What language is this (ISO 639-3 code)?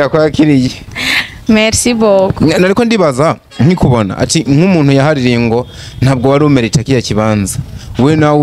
run